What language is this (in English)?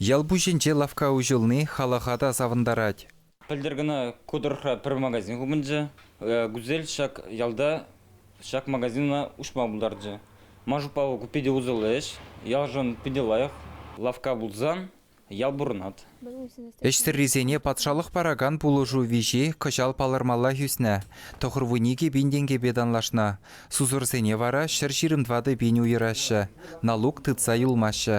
Chuvash